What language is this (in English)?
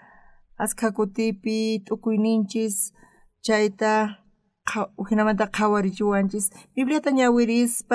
South Bolivian Quechua